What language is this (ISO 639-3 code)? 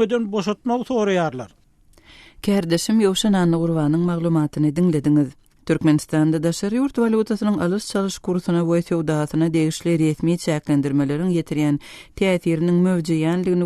tuk